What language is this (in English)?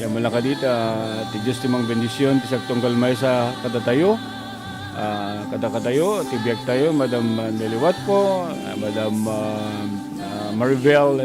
Iloko